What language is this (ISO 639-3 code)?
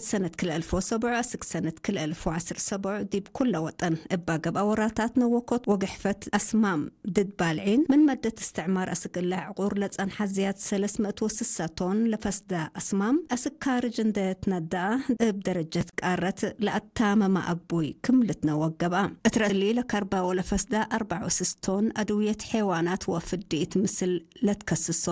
tig